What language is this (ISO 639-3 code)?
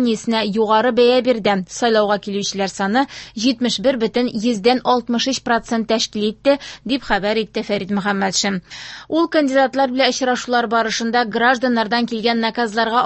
tat